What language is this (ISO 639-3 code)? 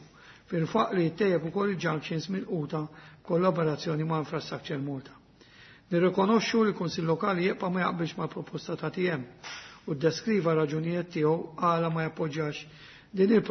mlt